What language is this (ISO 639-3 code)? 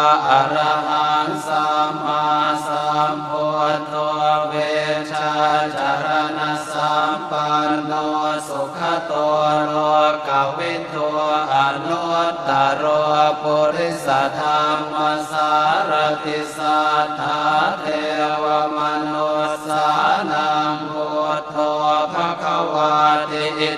pli